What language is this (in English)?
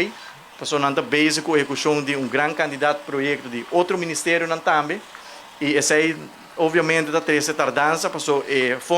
Papiamento